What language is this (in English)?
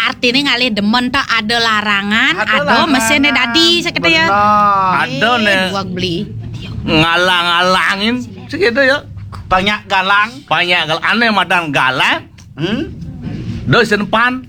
Balinese